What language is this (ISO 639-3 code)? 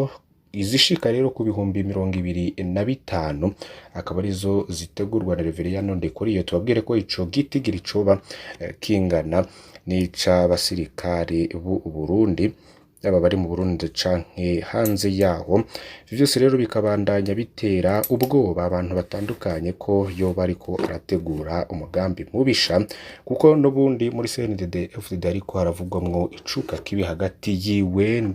run